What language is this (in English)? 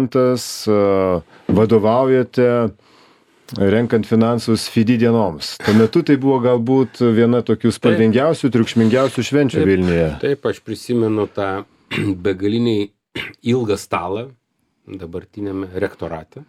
Lithuanian